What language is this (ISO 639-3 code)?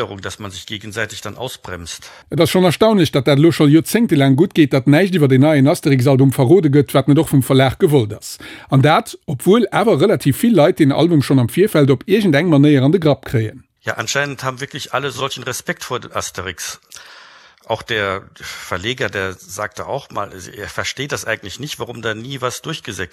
ltz